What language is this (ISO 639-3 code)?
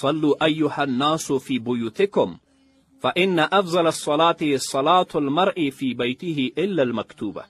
pus